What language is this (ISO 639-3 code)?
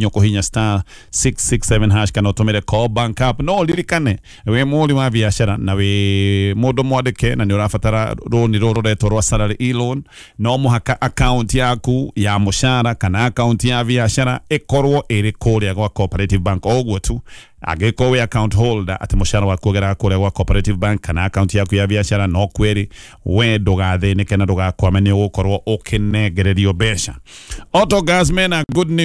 kik